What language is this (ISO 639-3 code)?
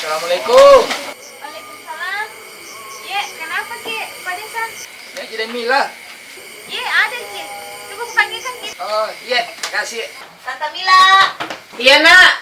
mfp